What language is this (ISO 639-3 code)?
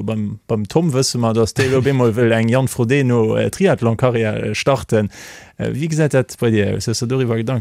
ltz